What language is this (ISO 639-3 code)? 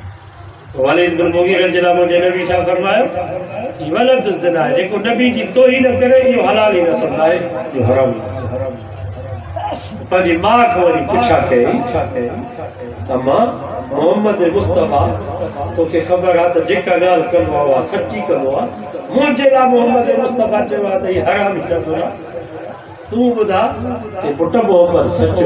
snd